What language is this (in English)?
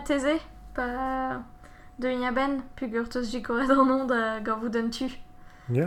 Breton